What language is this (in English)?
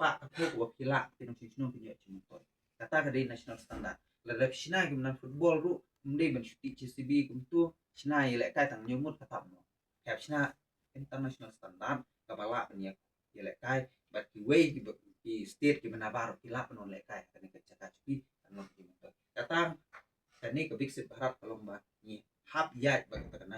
Khasi